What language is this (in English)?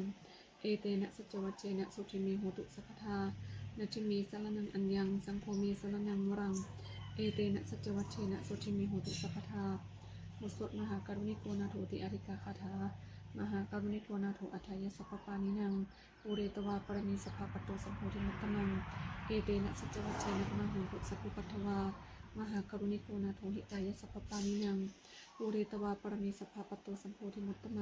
Pali